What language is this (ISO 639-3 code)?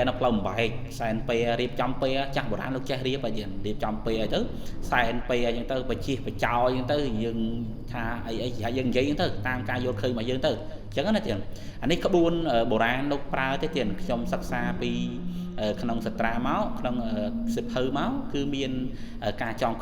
khm